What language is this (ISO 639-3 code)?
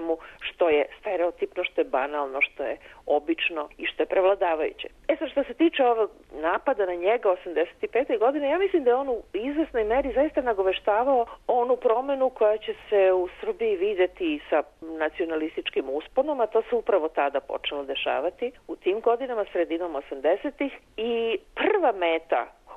srp